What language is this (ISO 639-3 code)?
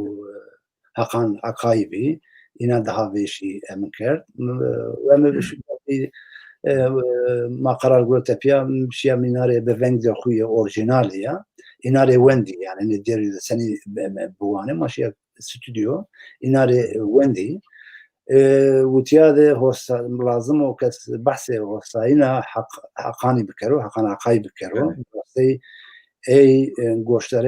zza